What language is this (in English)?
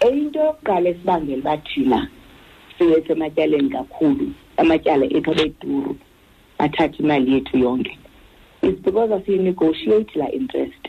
Xhosa